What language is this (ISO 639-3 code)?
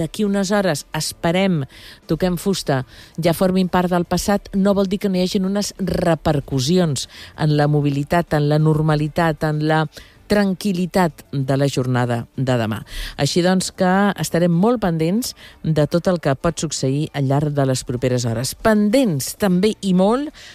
cat